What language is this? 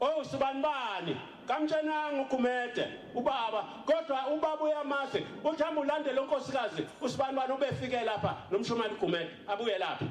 Zulu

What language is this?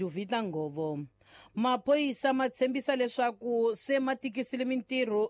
Tsonga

